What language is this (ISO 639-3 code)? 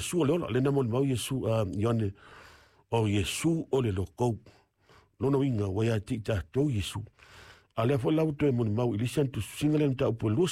smo